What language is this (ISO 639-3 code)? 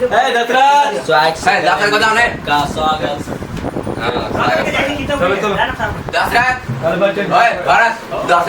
mai